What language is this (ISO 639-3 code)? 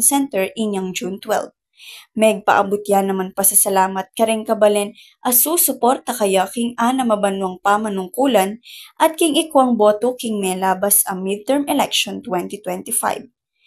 pam